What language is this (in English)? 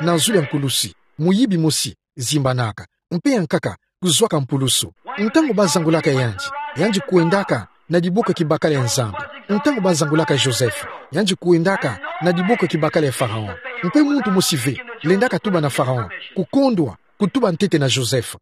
Kituba (Democratic Republic of Congo)